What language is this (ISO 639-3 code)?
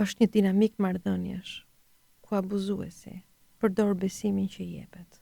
sqi